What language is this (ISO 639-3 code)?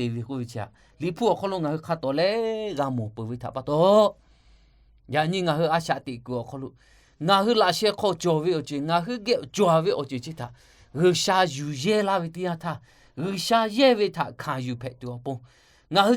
lhu